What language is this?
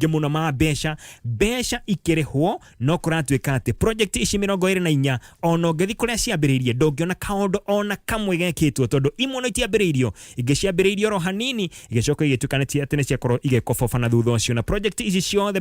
Kikuyu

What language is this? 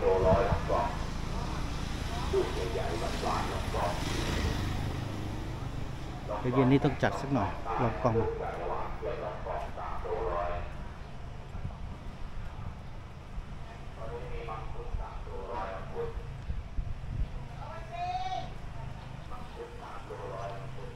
Thai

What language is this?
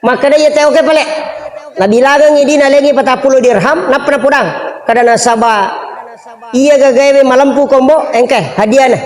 Buginese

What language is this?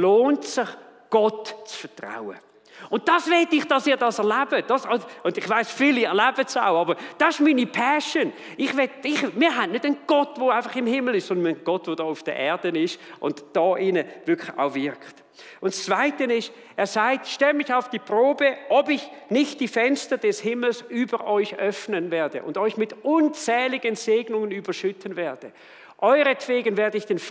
Swiss German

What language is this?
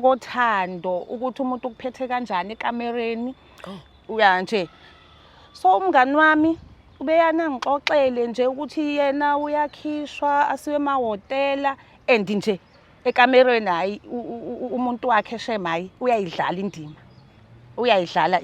Zulu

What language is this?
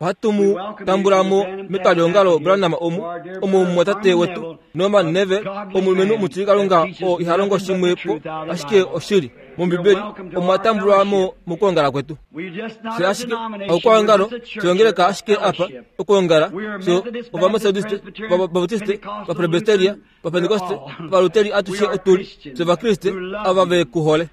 Kuanyama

